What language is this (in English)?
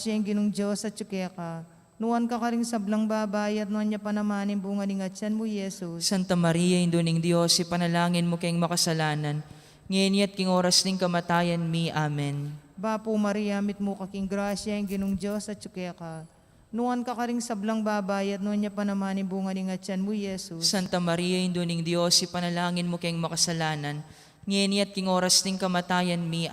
Pampanga